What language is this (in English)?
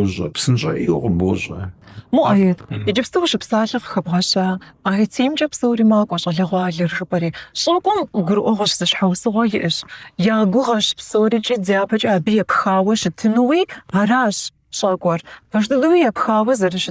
Kabardian